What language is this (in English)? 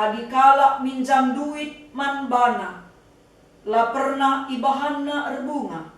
Batak Karo